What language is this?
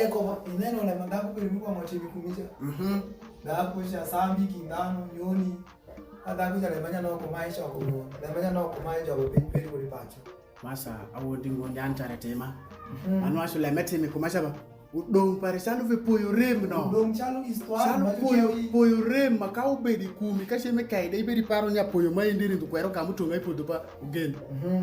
Alur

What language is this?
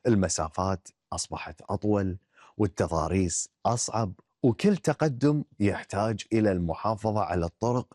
Gulf Arabic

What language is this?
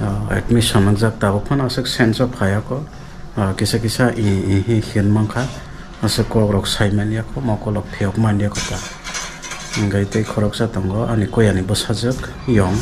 Kok Borok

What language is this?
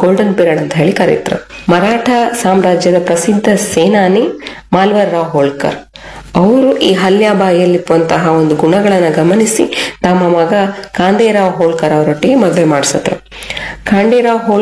Kannada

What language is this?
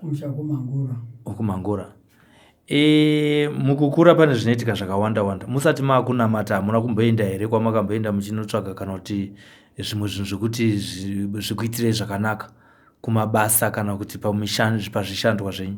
Shona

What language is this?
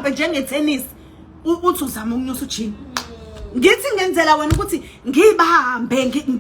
Zulu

